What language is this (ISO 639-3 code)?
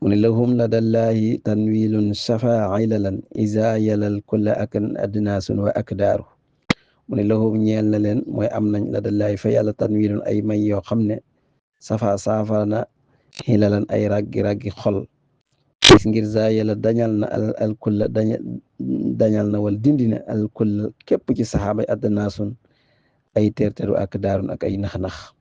wol